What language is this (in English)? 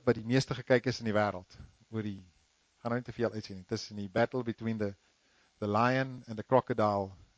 Afrikaans